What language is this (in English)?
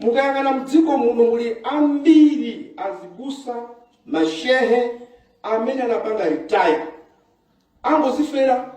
Nyanja